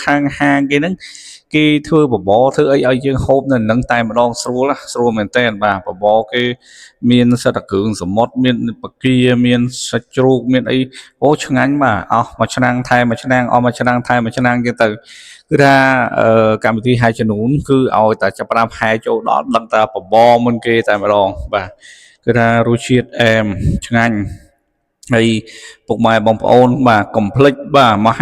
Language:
Khmer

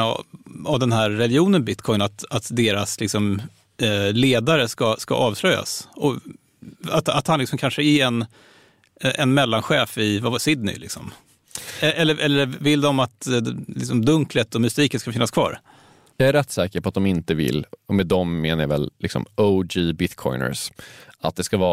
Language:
Swedish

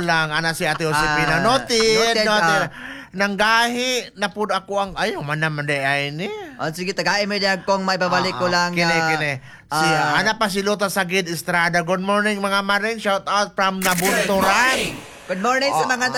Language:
Cebuano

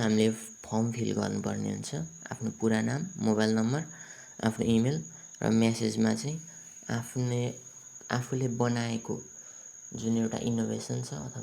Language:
Nepali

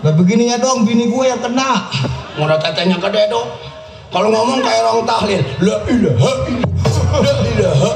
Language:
Betawi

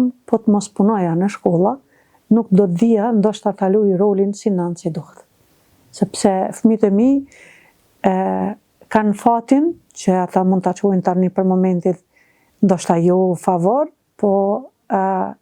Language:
Albanian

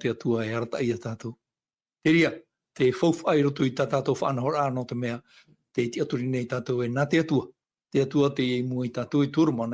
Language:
Tahitian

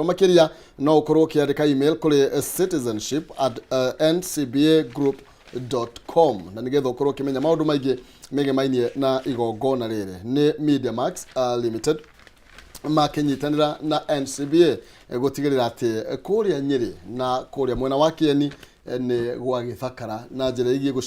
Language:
Kikuyu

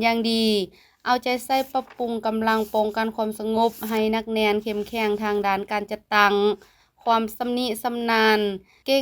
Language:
Lao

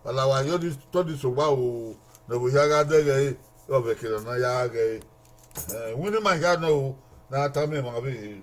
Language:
Bini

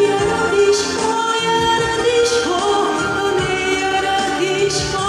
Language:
Udmurt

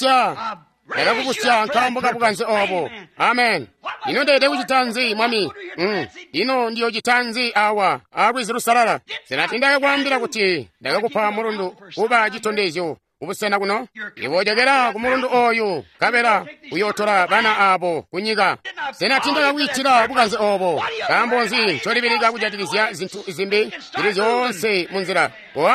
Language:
Tonga (Zambia)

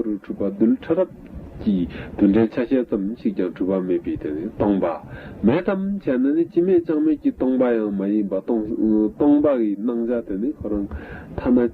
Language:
Tibetan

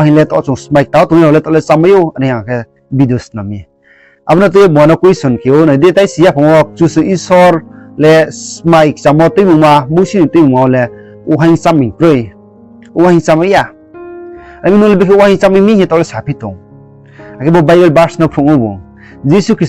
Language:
Riang (India)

